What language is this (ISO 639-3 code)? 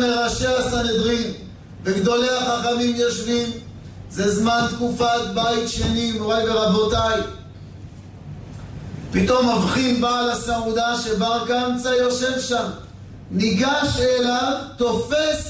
heb